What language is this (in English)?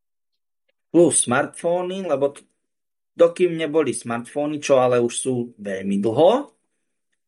Slovak